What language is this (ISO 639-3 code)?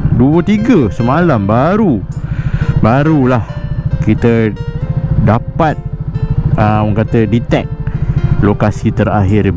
msa